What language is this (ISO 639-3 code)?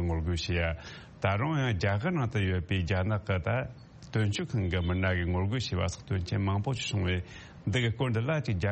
bod